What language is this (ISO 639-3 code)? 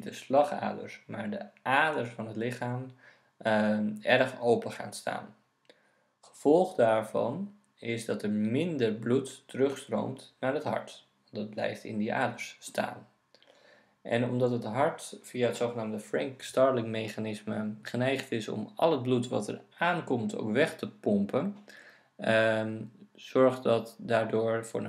nld